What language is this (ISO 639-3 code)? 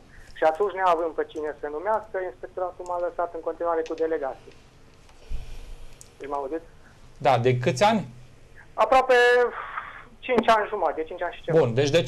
ron